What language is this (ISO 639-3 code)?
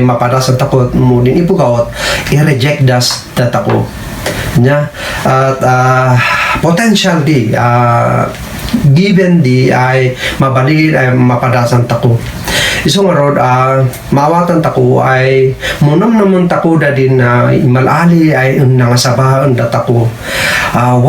kne